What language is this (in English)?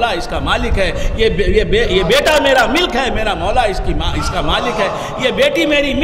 Urdu